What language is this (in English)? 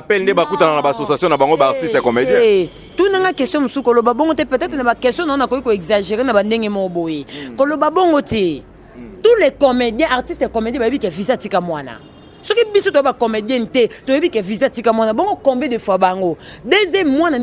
Lingala